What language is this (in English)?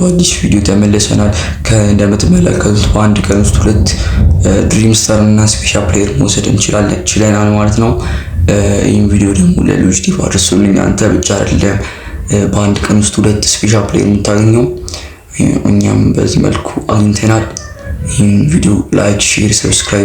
Amharic